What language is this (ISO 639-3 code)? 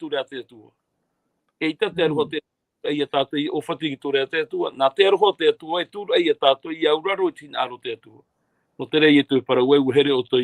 tah